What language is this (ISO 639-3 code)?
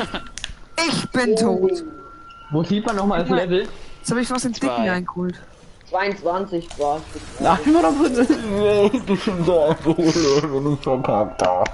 bar